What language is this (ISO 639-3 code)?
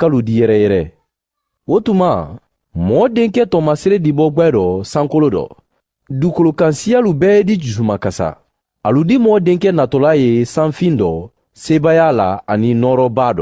man